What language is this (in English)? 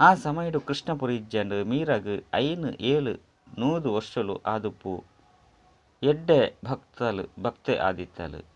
Tulu